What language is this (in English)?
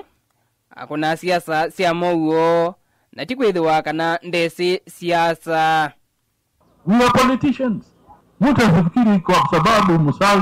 Kamba